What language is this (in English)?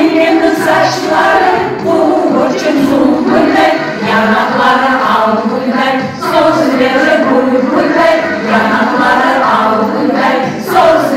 Crimean Tatar